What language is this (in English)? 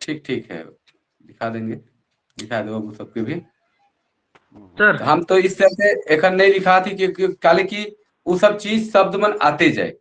Sadri